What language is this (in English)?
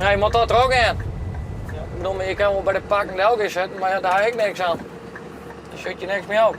Western Frisian